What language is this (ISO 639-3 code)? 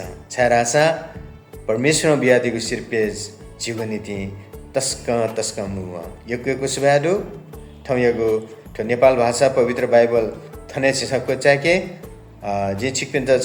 new